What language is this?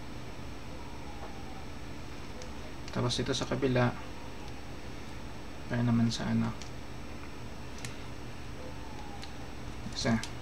Filipino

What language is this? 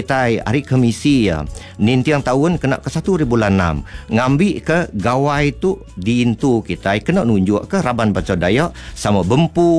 Iban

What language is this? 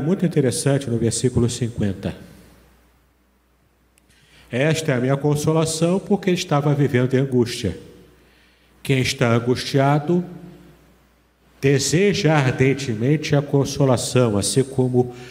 Portuguese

